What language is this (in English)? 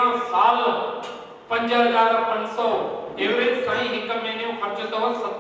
Sindhi